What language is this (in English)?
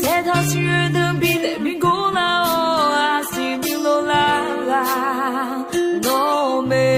Akha